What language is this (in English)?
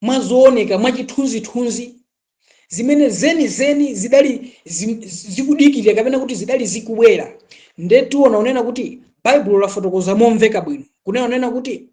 Nyanja